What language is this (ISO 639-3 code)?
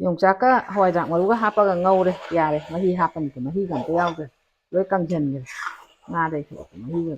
mni